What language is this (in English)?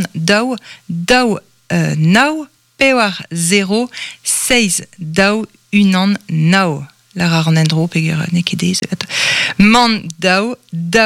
Breton